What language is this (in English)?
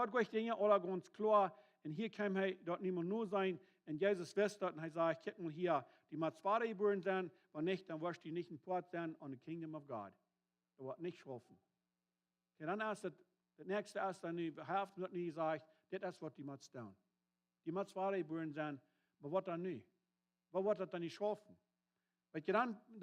Plautdietsch